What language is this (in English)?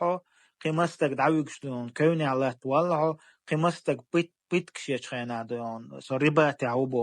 Chechen